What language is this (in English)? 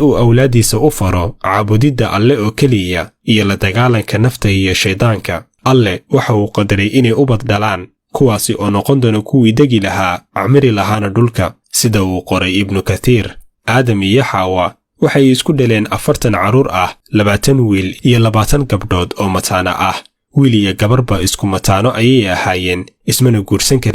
Somali